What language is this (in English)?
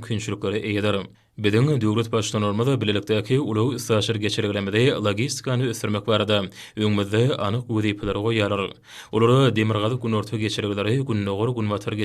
Turkmen